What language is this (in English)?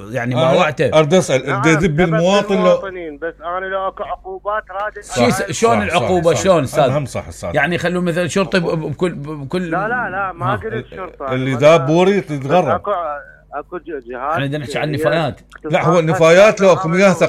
Mesopotamian Arabic